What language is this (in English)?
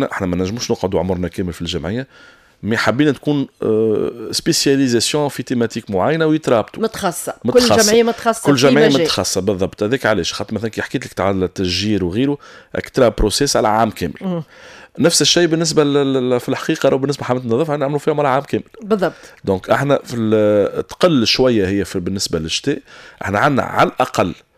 Tunisian Arabic